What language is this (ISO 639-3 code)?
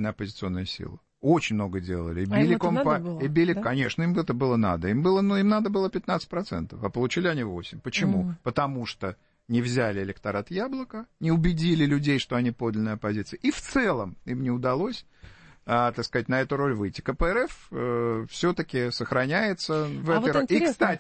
rus